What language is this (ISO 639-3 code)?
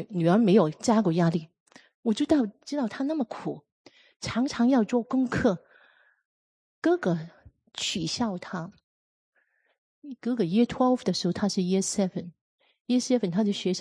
zho